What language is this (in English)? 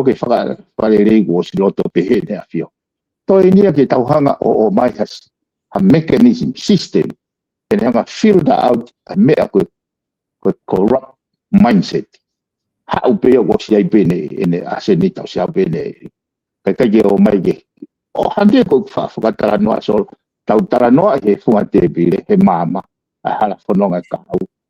Tongan